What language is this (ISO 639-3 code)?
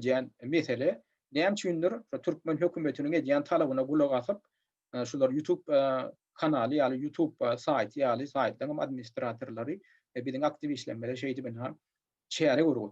tuk